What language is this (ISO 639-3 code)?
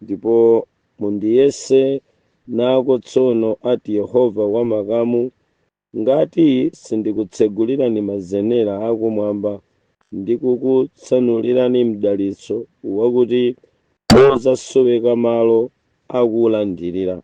nya